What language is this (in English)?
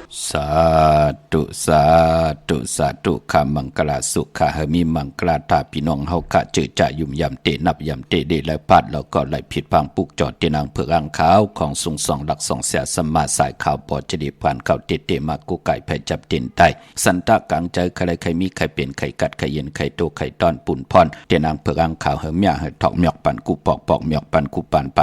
Shan